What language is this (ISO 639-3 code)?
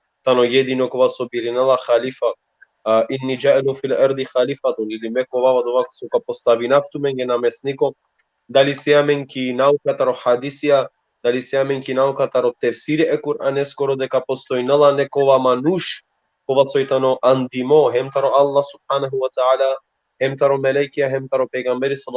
rmn